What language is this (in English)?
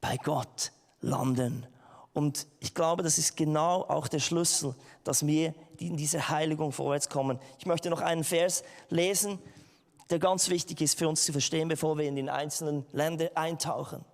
Swiss German